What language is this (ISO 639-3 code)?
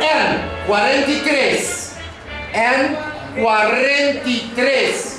pap